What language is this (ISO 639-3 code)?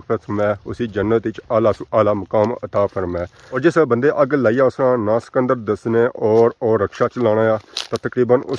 phr